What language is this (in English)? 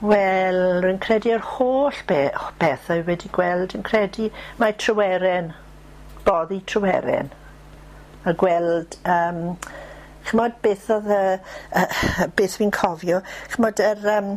Welsh